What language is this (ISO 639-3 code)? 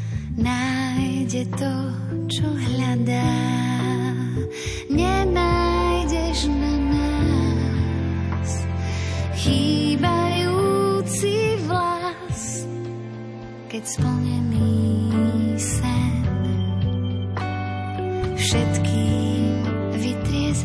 slk